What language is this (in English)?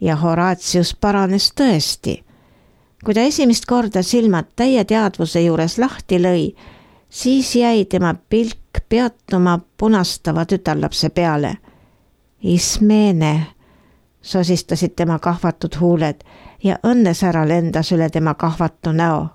Estonian